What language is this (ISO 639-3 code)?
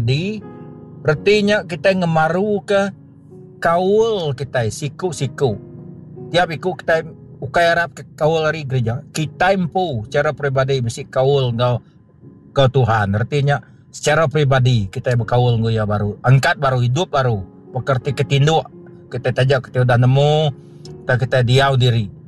iba